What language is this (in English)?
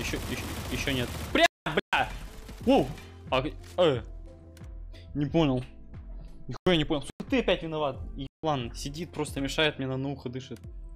Russian